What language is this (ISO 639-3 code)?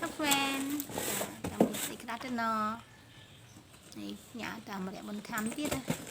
khm